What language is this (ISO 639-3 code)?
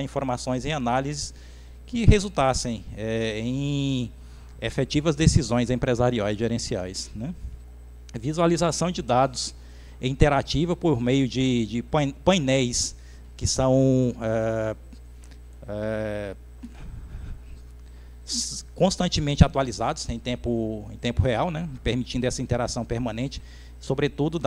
por